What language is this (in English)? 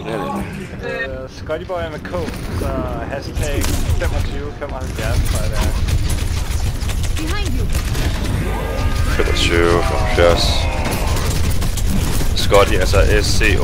Danish